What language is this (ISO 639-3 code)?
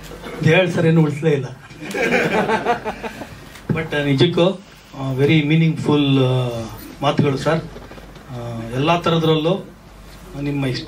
kan